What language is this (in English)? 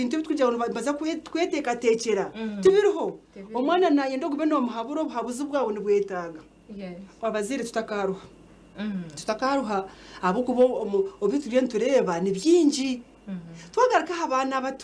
Nyankole